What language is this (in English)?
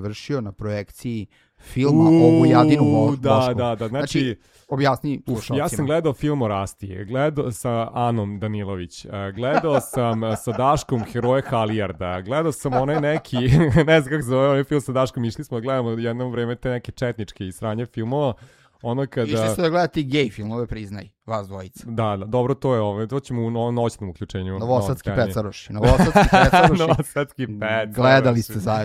Serbian